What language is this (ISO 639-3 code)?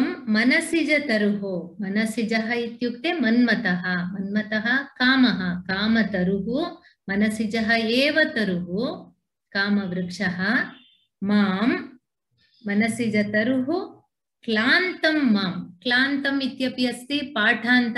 san